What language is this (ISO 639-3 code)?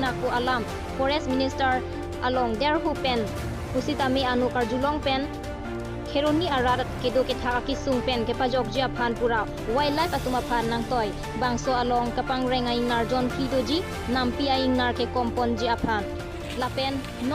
mjw